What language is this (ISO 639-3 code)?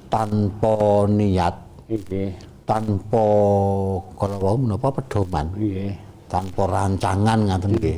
jav